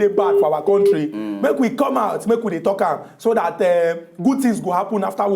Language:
Nigerian Pidgin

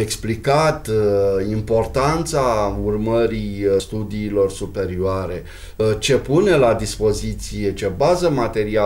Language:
Romanian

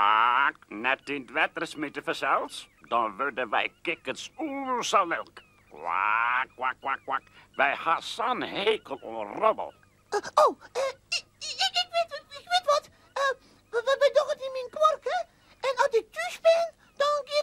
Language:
Western Frisian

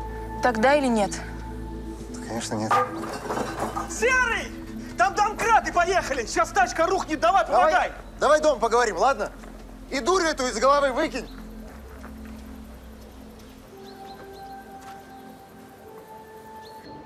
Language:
Russian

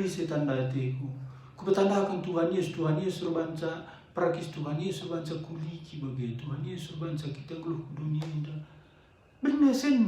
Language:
Batak Karo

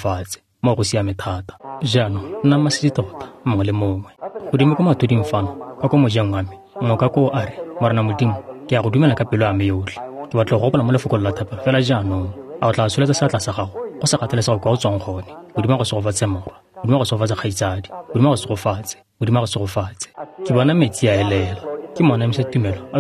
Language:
Tswana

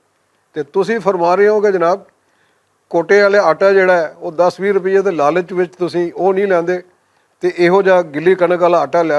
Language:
Western Panjabi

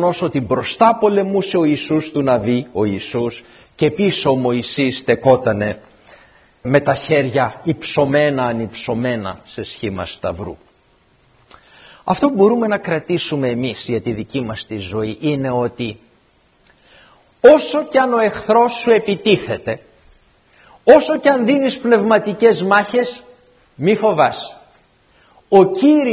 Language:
Greek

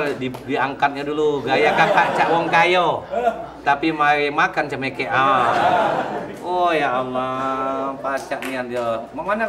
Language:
Musi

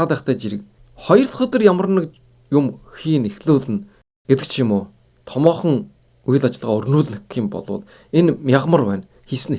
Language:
Mongolian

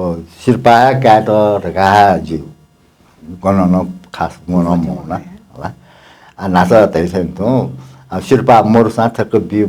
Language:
Newari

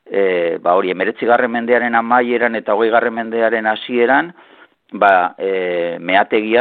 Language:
Basque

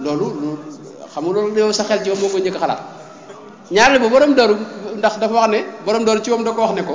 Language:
Wolof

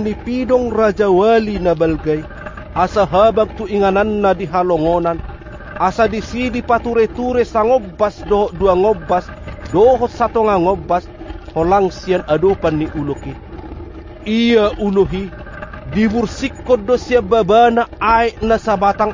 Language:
Batak Toba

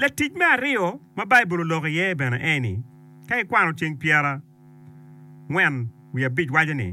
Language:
Acoli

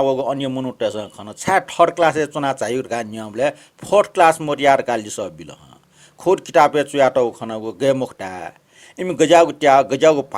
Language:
Newari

